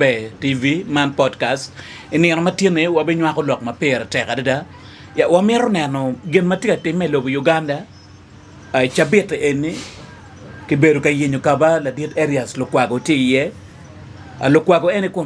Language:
Acoli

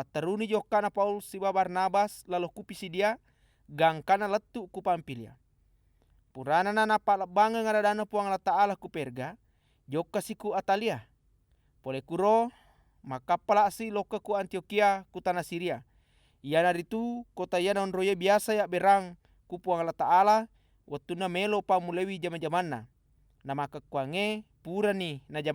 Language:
Buginese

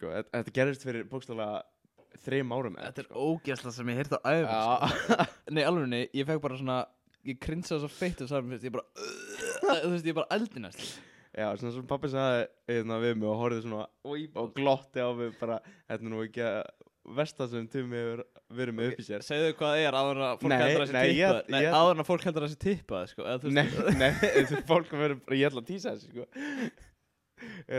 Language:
Icelandic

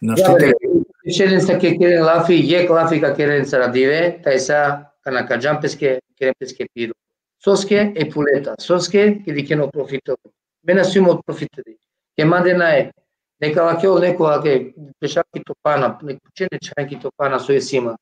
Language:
Balkan Romani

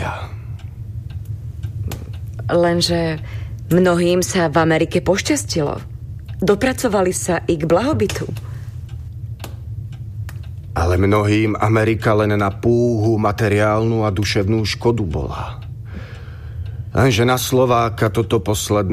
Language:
Slovak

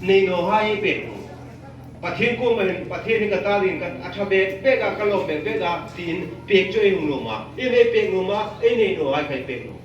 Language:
Hmar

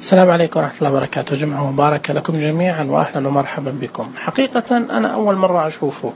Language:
Najdi Arabic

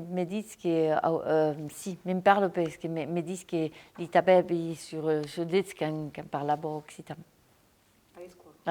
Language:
Occitan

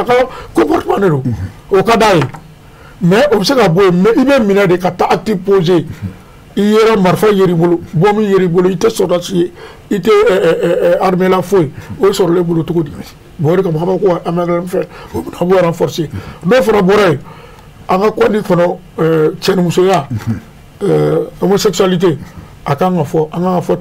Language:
Bambara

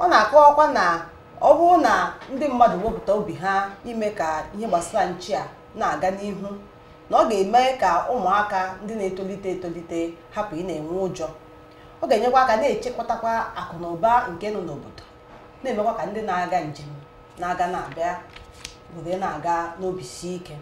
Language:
Igbo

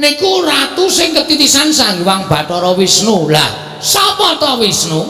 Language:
Javanese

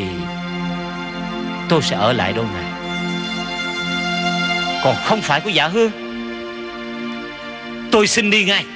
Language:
Vietnamese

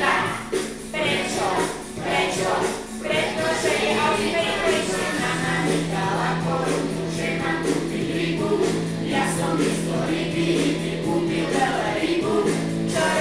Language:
Slovak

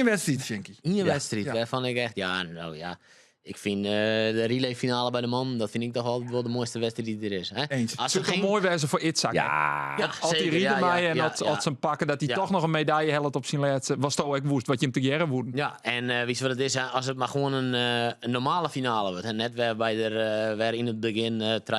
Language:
Western Frisian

